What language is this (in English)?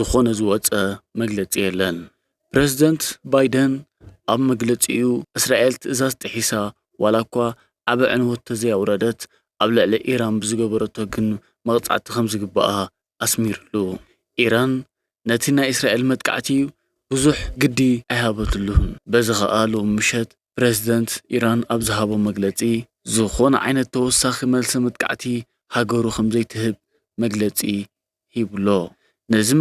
Tigrinya